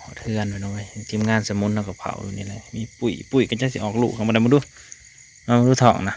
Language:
Northeastern Thai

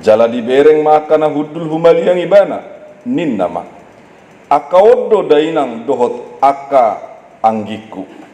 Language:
Batak Toba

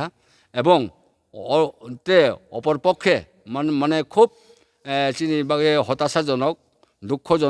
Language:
Riang (India)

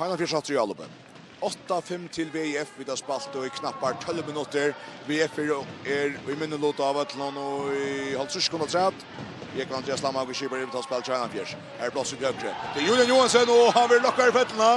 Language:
Faroese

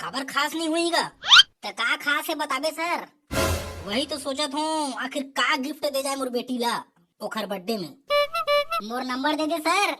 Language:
Chhattisgarhi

